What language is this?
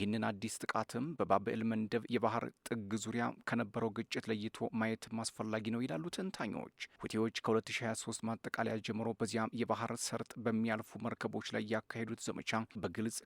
Amharic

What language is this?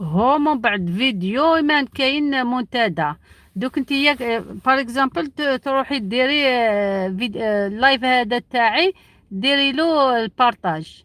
Algerian Arabic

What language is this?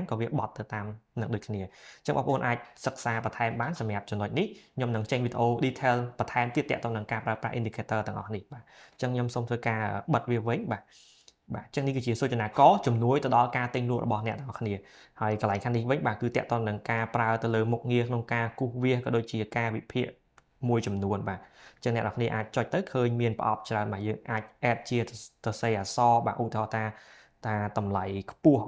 Khmer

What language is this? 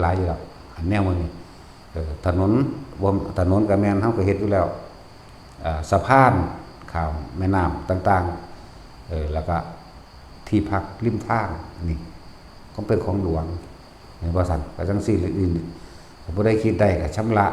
Northeastern Thai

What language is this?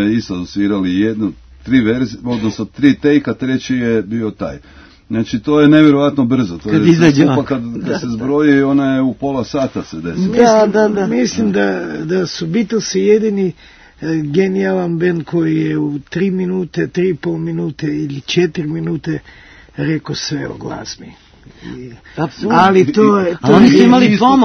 Croatian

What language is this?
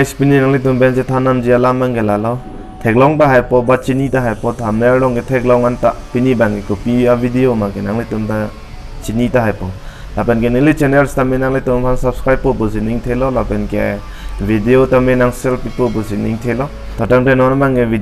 Karbi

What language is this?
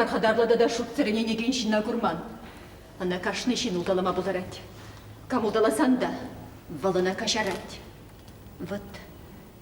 Chuvash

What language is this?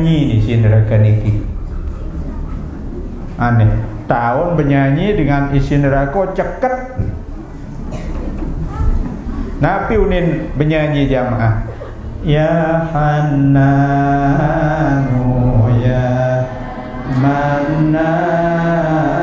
Sasak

